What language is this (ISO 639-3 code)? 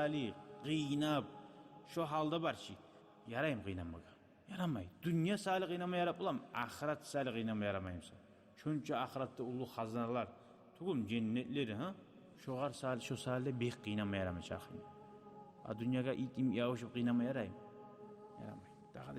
kum